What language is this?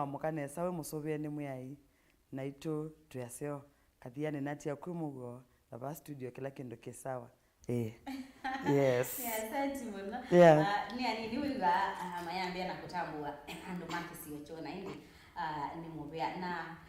Kamba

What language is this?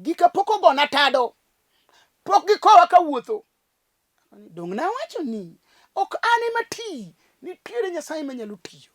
Luo (Kenya and Tanzania)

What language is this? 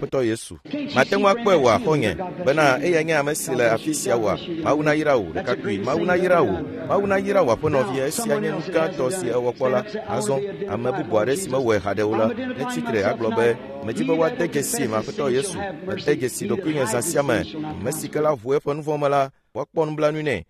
Ewe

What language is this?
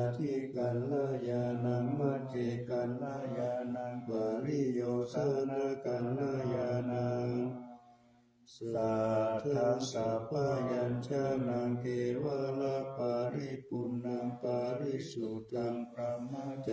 Pali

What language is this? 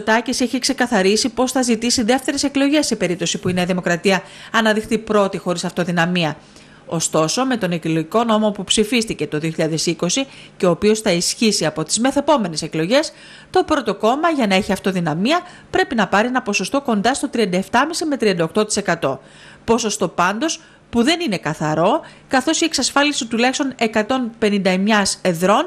Greek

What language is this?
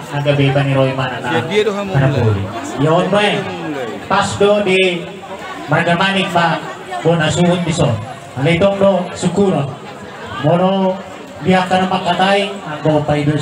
Batak Toba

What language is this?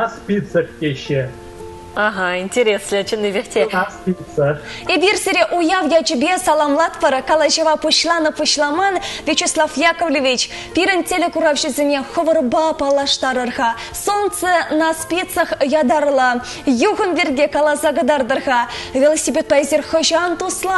Chuvash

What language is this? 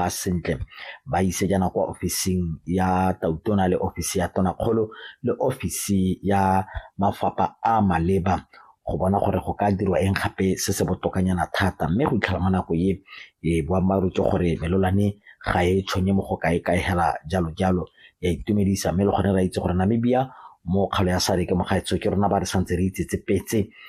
Tswana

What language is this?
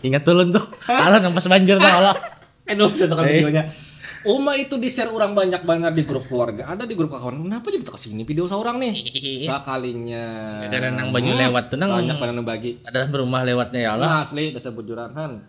Banjar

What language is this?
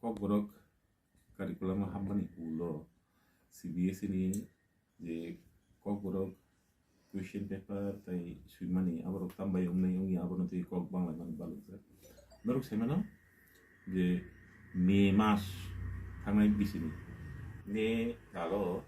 Kok Borok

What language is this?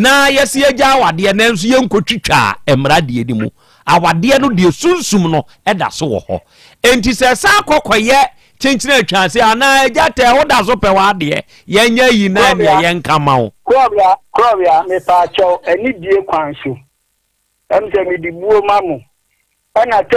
Akan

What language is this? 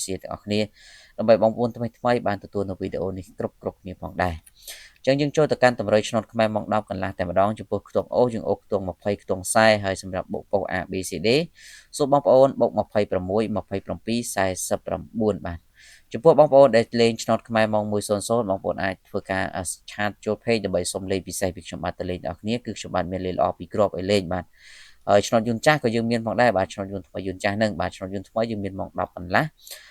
Khmer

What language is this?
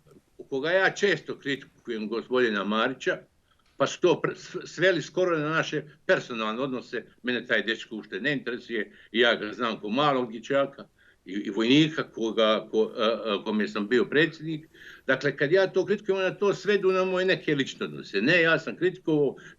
Bosnian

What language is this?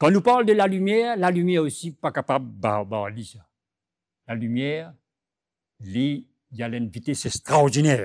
Morisyen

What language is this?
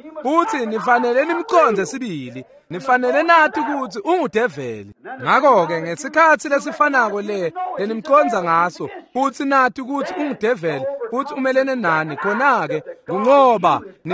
Swati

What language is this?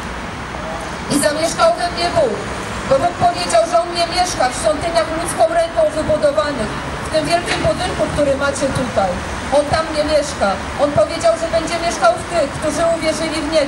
Polish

